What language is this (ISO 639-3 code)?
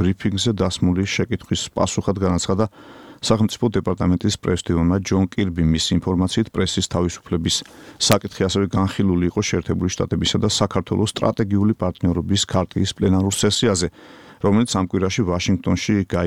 kat